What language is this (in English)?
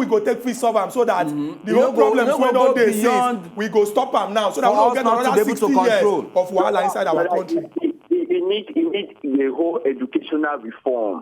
Nigerian Pidgin